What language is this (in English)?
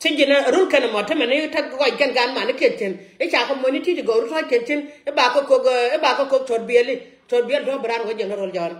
Nuer